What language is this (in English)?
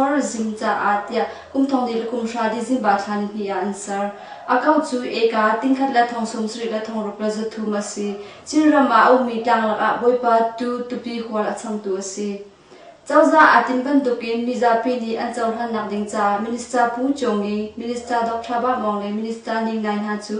Hakha Chin